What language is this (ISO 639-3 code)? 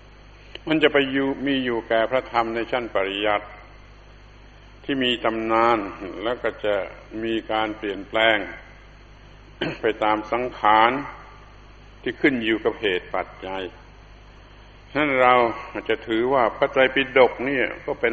tha